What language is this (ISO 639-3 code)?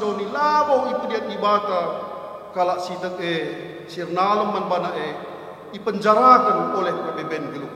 btx